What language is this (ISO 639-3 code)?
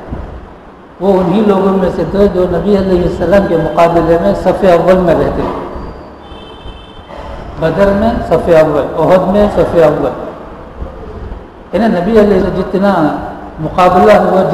urd